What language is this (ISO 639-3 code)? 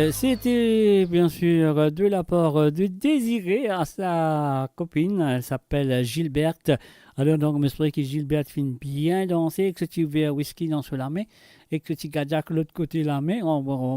mfe